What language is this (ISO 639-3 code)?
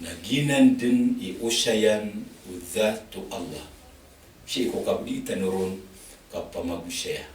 mrw